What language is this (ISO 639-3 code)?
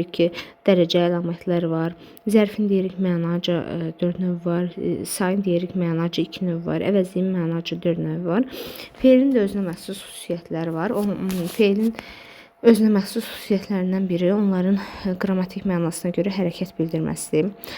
aze